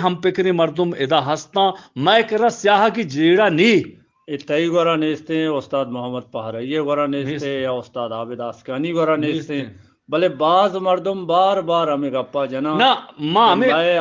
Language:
Eastern Balochi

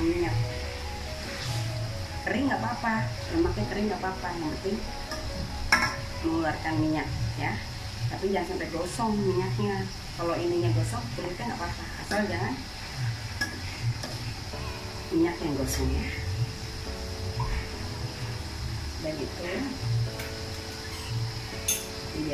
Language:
Indonesian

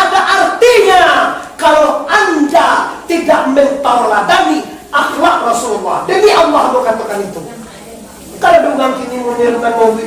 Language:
Minangkabau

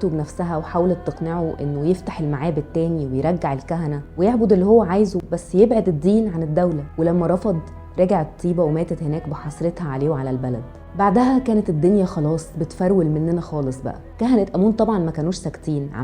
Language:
Egyptian Arabic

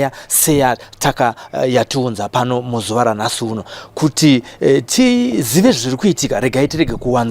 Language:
Shona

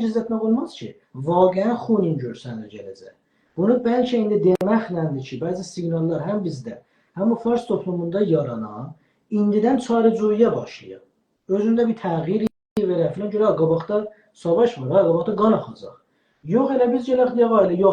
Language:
South Azerbaijani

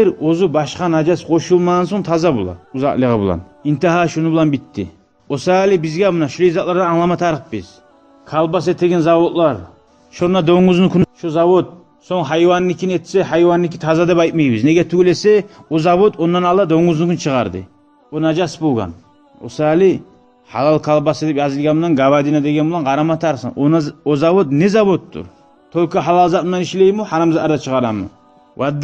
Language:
Kumyk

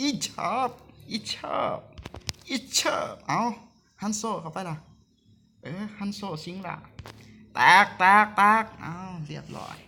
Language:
Lao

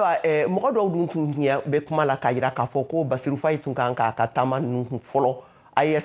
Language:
Bambara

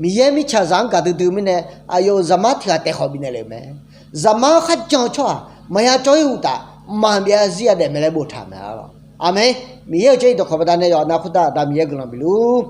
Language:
Akha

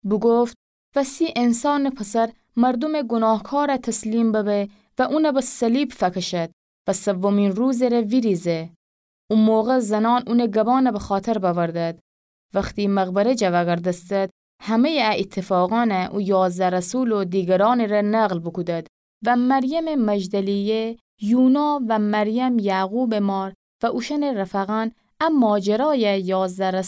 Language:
Gilaki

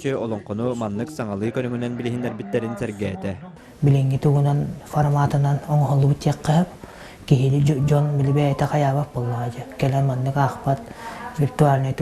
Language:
Yakut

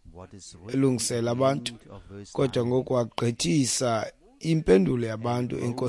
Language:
Xhosa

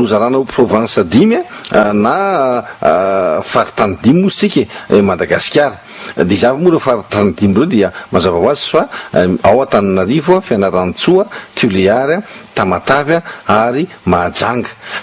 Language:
Malagasy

